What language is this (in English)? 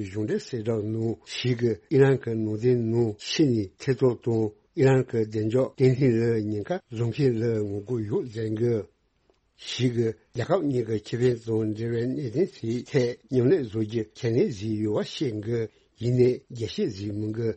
Tibetan